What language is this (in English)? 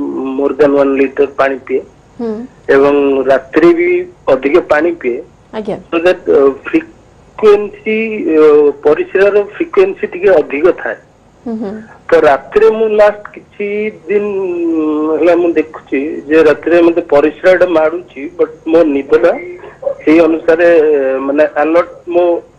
Odia